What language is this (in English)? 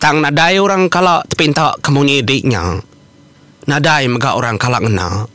Iban